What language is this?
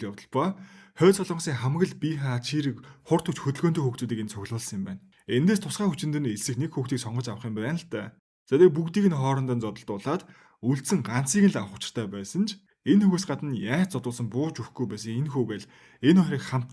Mongolian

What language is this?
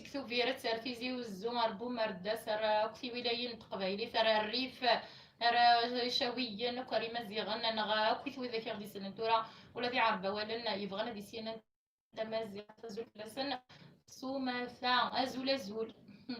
Kabyle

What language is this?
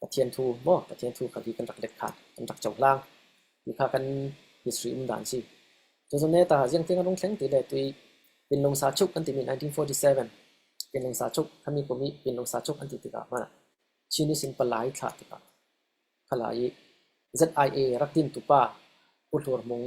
Falam Chin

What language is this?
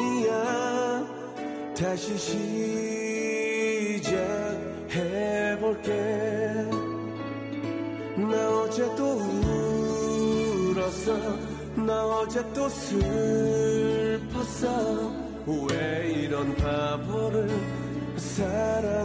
Korean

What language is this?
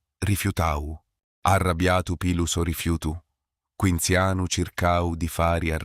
Sicilian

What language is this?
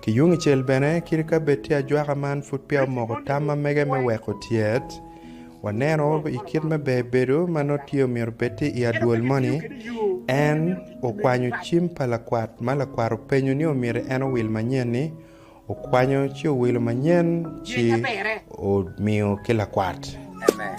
Acoli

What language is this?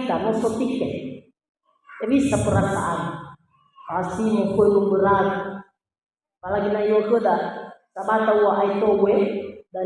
Nias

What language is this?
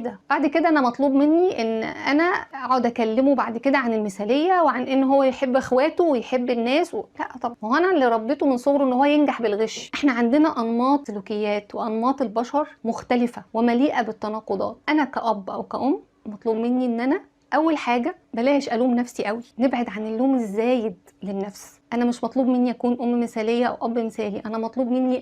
Egyptian Arabic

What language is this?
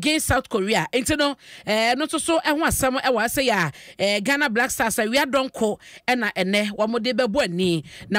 Akan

